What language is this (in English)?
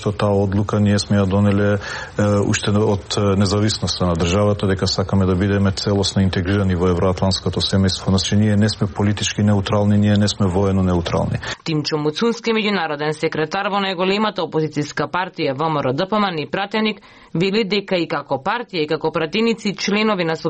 Macedonian